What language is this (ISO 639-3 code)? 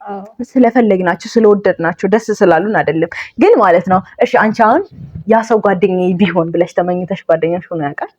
amh